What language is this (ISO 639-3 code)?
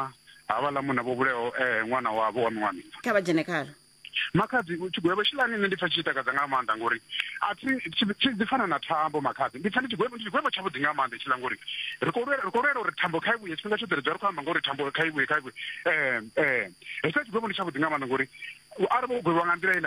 ven